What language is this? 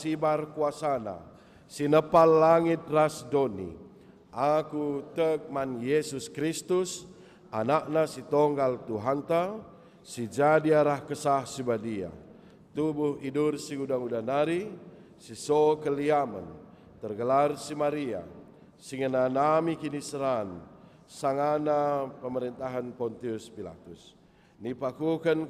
Batak Karo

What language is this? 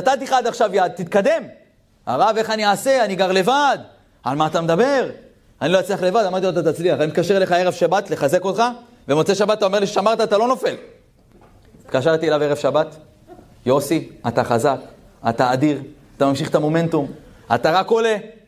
Hebrew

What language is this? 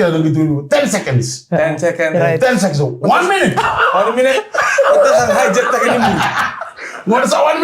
Fijian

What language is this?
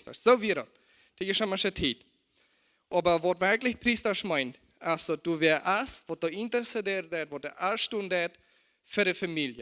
Plautdietsch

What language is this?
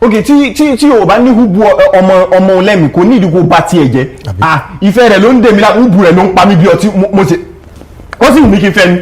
Yoruba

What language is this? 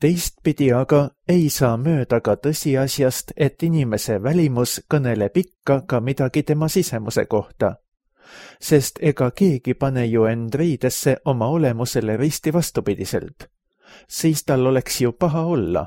Estonian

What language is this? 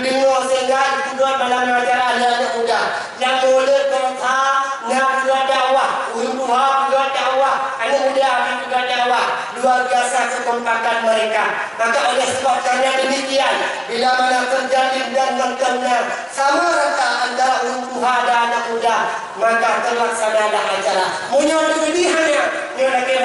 Achinese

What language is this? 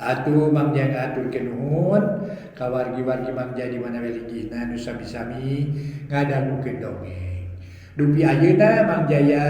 Sundanese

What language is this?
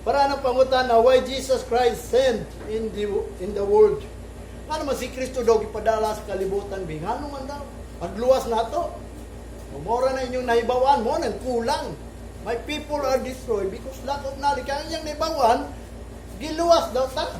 Cebuano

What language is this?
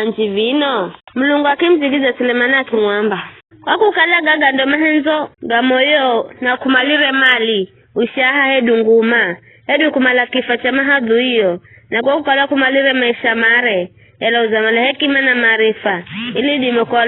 Giryama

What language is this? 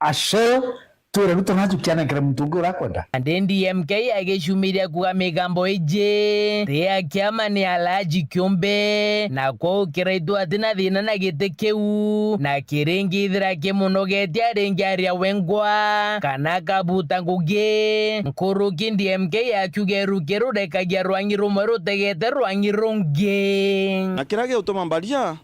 Meru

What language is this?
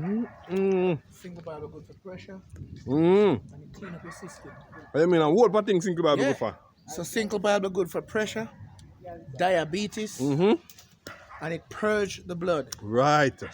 Jamaican Creole English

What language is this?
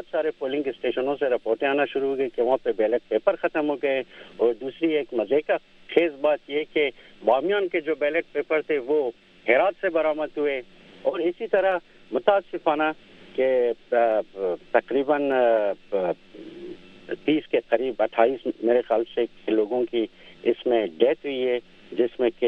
Urdu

